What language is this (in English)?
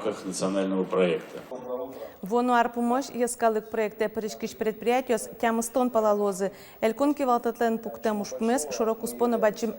Udmurt